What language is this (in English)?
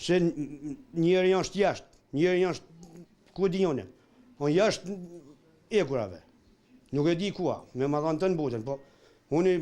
Albanian